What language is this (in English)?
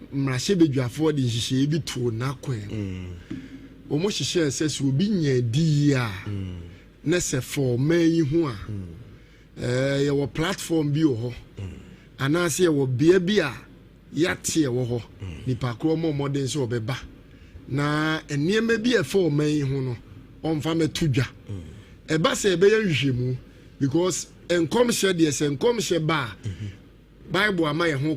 Akan